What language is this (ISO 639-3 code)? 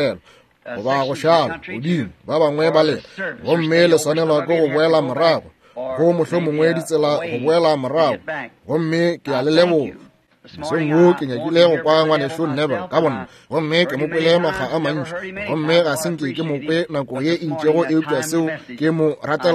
nso